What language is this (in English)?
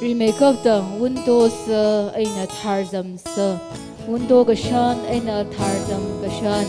Tangkhul Naga (India)